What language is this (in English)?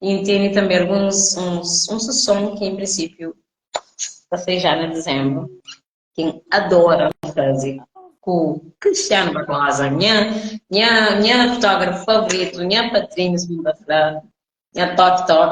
Kabuverdianu